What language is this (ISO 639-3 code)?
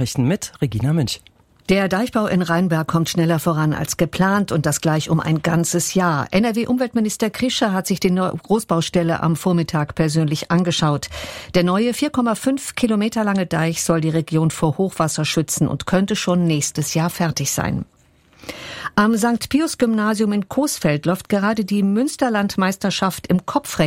deu